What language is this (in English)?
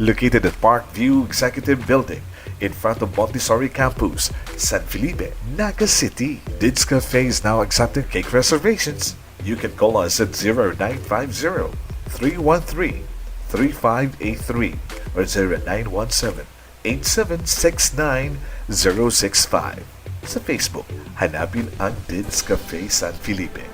Bikol